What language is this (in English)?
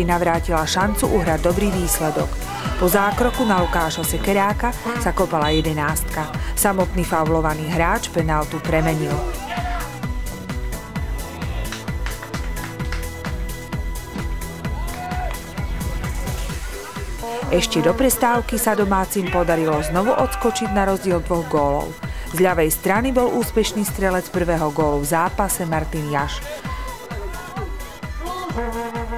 Slovak